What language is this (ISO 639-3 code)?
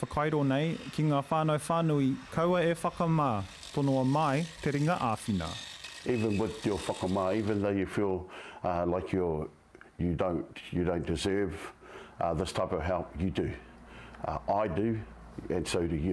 mri